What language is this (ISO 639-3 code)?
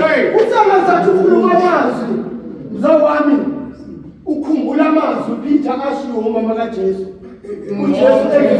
zul